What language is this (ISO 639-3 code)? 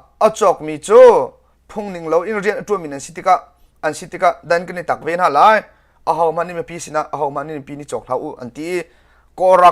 cnh